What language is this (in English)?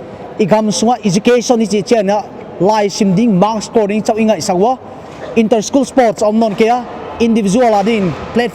Paite Chin